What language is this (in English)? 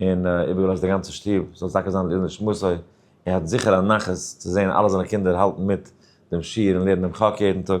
Yiddish